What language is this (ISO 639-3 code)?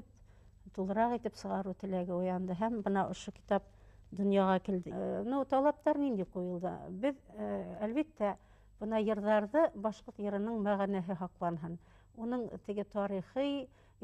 bak